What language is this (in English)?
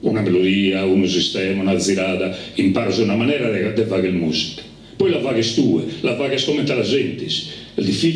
Sardinian